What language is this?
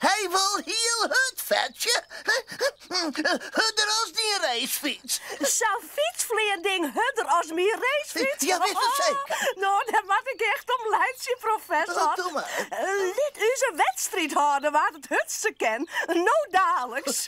Western Frisian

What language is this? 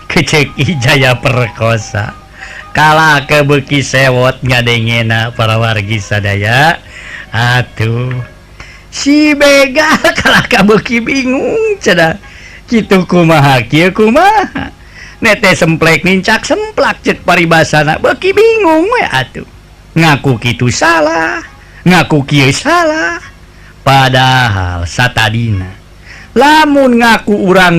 Sundanese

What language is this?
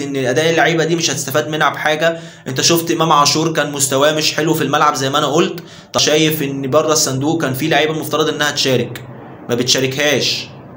Egyptian Arabic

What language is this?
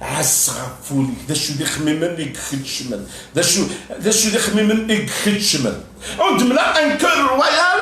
Kabyle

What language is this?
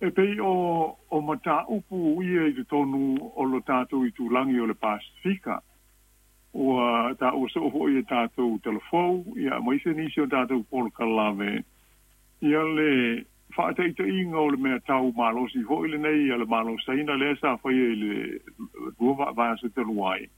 Samoan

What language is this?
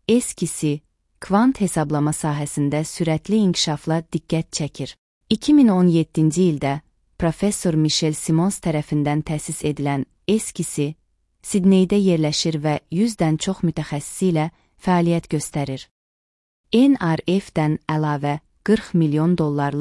Azerbaijani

